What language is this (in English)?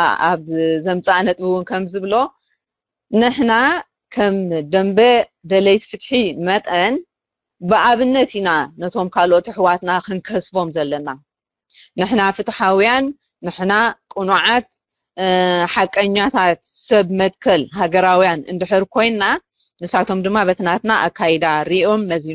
Tigrinya